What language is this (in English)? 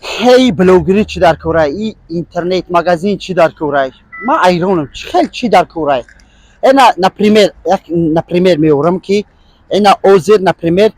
Tajik